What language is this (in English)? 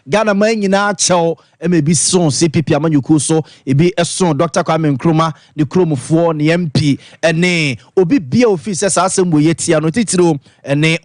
Akan